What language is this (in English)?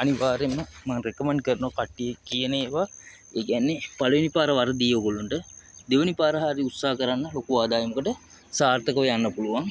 Sinhala